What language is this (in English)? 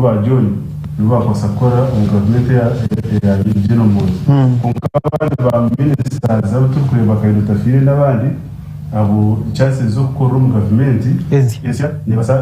Nyankole